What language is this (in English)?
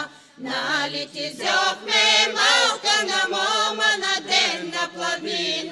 Bulgarian